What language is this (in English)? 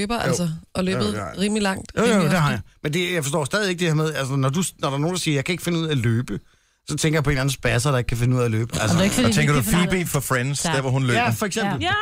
Danish